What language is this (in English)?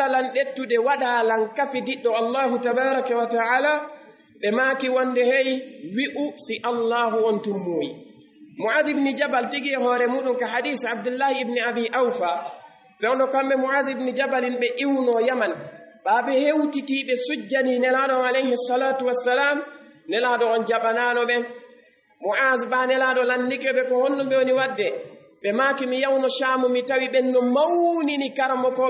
Fula